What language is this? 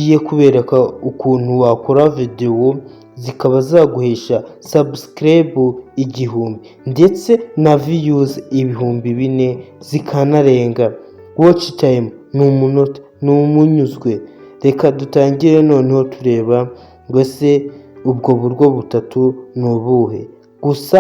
Kinyarwanda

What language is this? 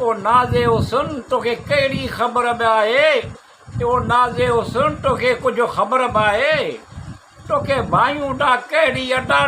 Sindhi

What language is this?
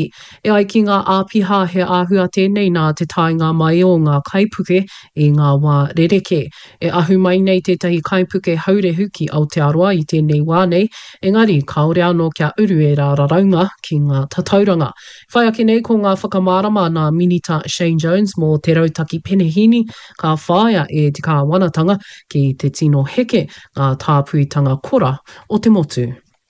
Māori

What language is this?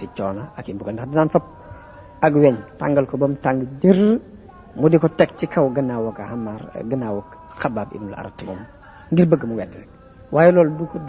Wolof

